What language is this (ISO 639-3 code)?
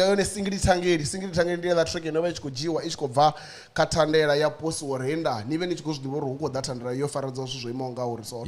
ven